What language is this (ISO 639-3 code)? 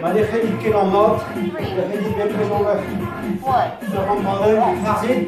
bre